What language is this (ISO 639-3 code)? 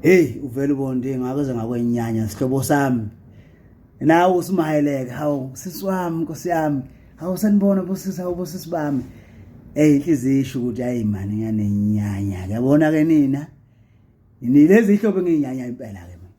zul